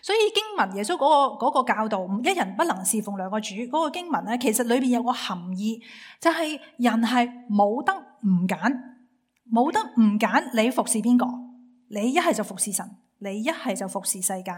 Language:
Cantonese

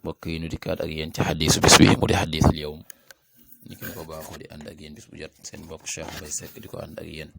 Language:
Wolof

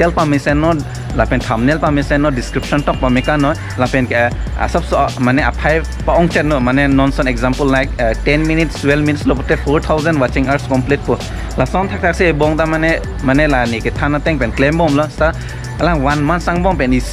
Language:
Karbi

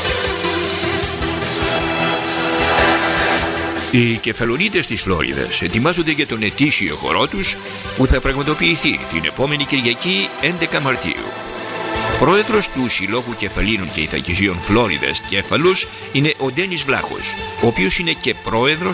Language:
Greek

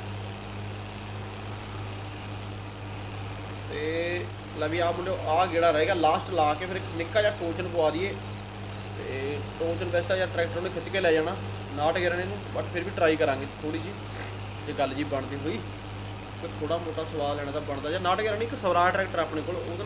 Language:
Punjabi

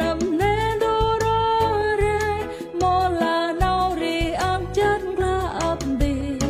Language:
Central Mnong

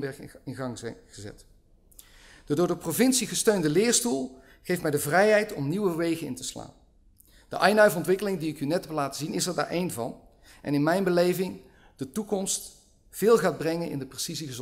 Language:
Dutch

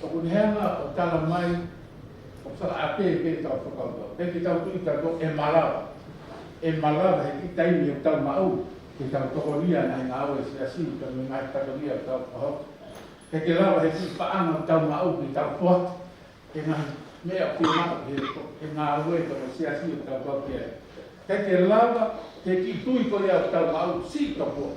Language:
Tongan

